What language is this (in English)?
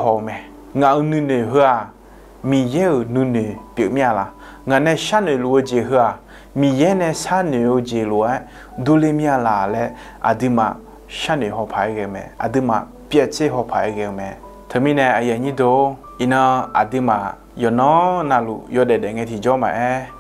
Akha